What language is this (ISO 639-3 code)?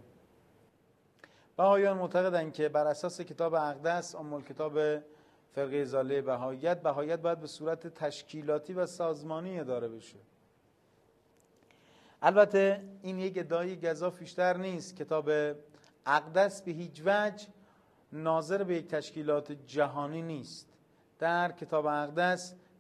fas